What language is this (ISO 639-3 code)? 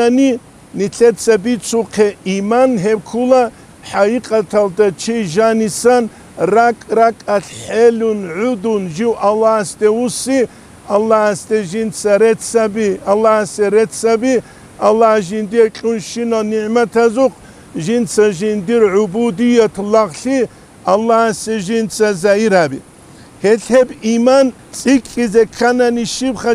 ava